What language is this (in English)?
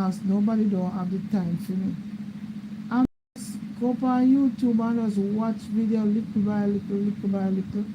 Jamaican Creole English